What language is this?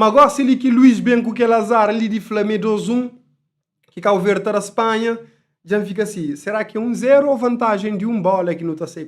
Kabuverdianu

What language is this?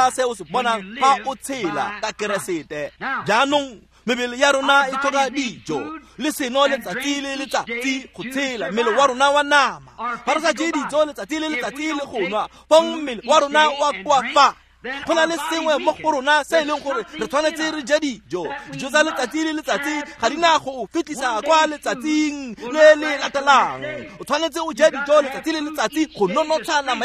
Tswana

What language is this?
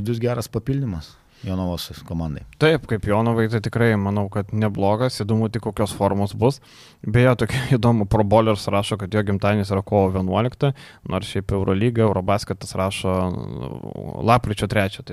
Lithuanian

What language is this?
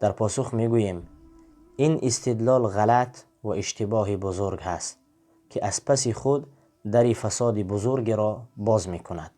Tajik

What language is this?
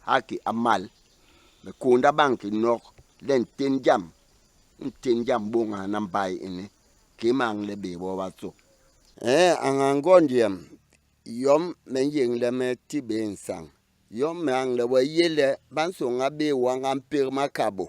Basaa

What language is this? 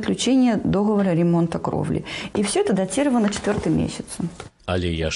Belarusian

